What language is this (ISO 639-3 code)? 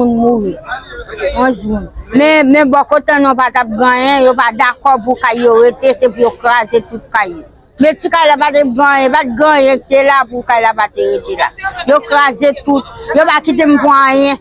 hat